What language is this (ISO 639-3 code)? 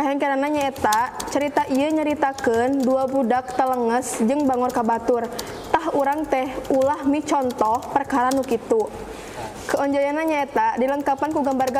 sun